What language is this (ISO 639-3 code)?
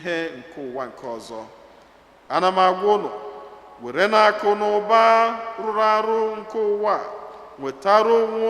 ibo